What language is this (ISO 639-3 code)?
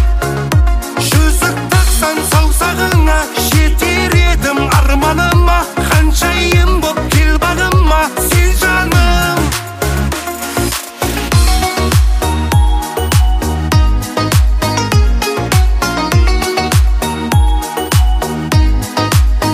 kaz